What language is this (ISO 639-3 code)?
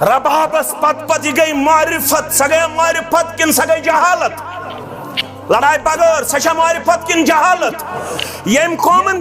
kas